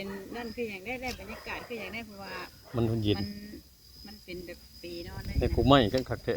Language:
Northeastern Thai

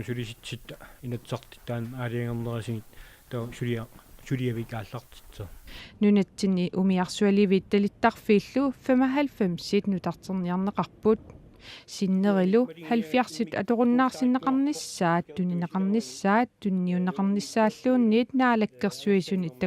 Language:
Kalaallisut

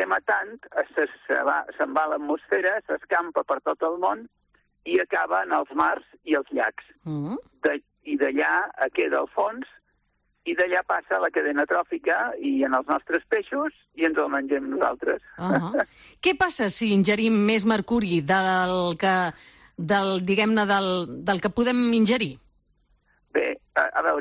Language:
Catalan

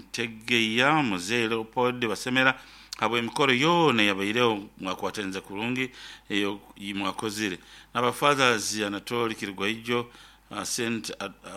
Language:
Nyoro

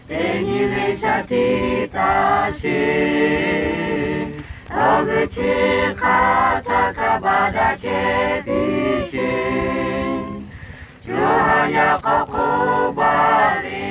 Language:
Lahu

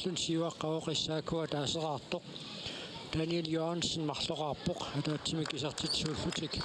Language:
Kalaallisut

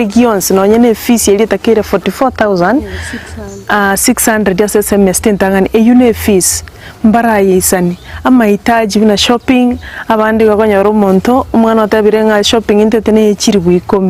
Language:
Gusii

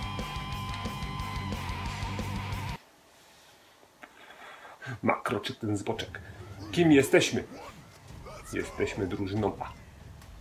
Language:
Polish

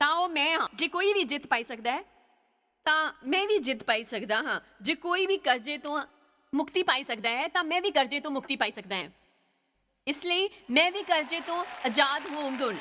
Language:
Dogri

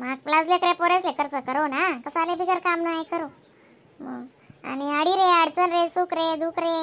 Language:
Khandesi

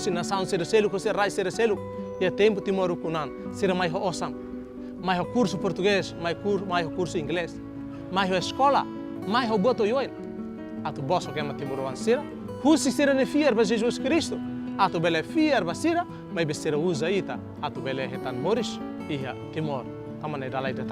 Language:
Tetum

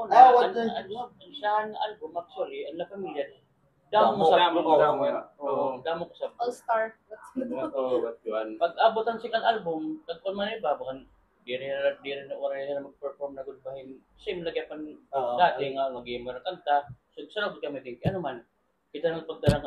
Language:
Waray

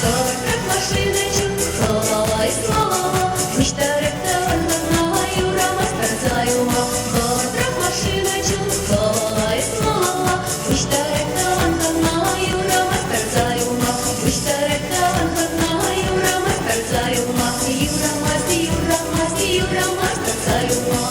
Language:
Chuvash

